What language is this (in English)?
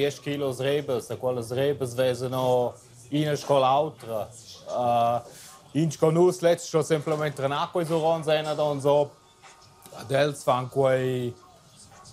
Romansh